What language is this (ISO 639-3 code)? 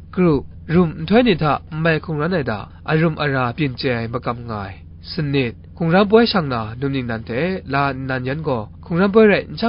kac